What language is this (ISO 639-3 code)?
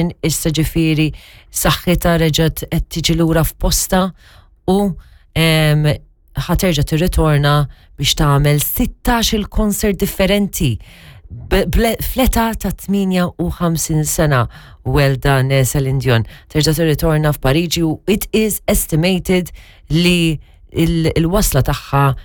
mlt